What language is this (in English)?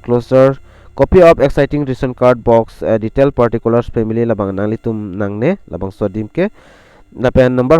Karbi